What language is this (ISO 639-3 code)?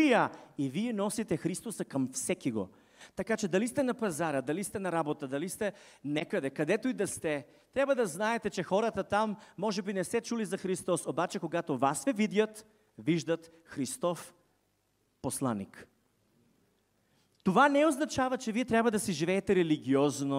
bul